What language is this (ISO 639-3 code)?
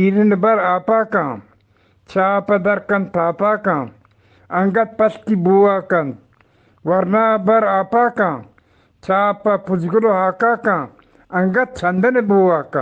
bgp